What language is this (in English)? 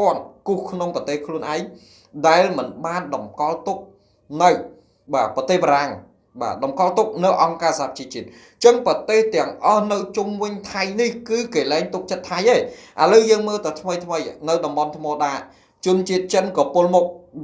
Khmer